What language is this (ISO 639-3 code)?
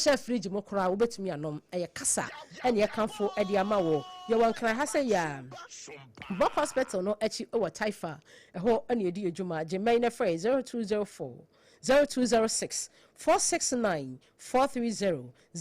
aka